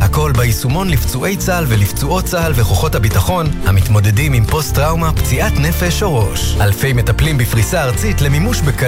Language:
Hebrew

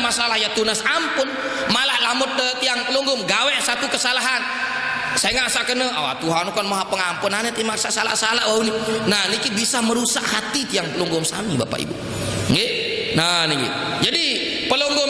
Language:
Sasak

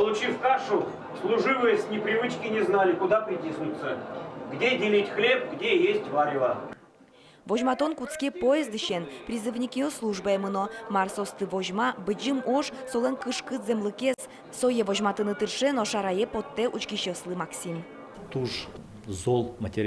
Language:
Udmurt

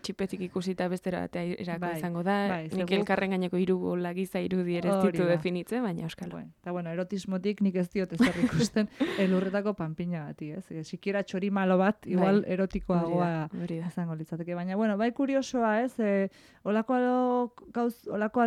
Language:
Basque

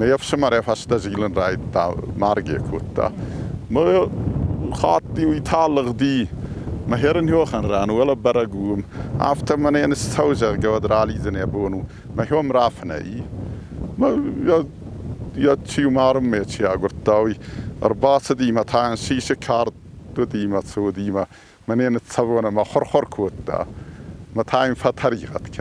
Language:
Ossetic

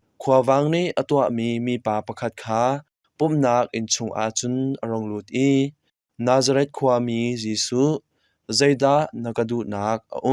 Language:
Hakha Chin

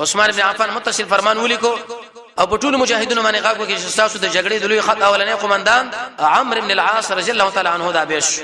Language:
Pashto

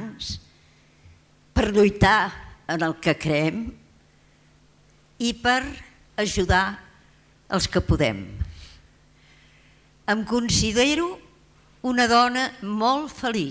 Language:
Catalan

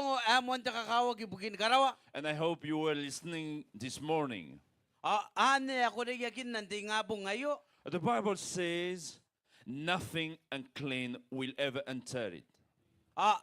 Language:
Gilbertese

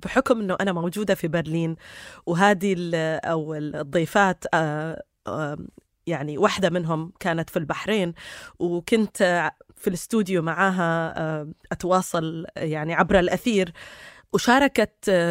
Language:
North Levantine Arabic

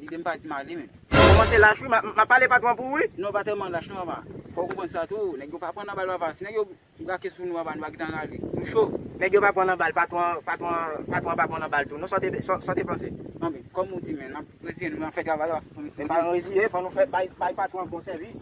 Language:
Haitian Creole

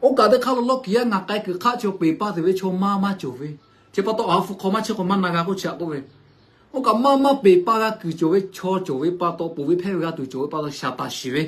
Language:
Lahu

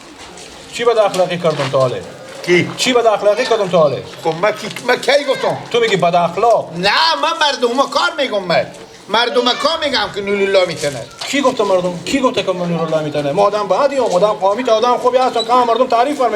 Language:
Persian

